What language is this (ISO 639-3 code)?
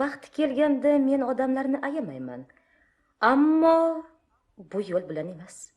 uzb